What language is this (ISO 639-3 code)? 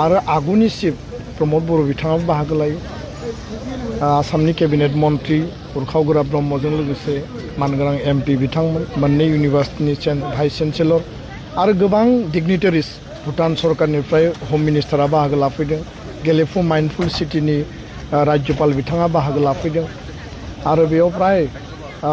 brx